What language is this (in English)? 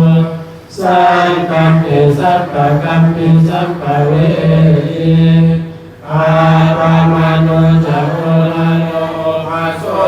Pali